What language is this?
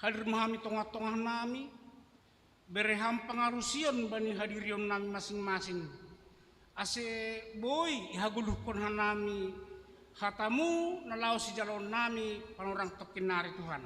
Batak Simalungun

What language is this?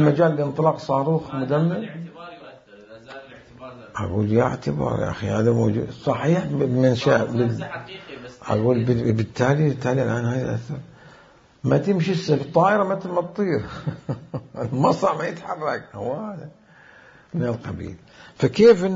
Mesopotamian Arabic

